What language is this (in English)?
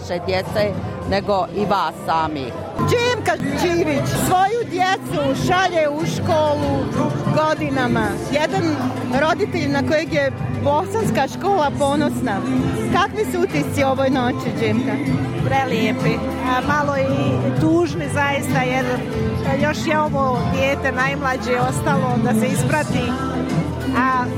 Bosnian